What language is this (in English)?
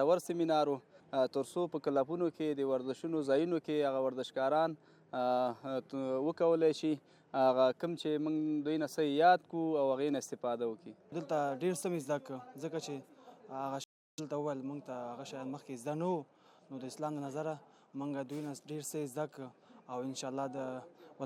Pashto